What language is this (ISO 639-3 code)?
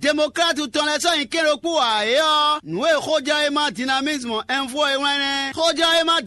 fon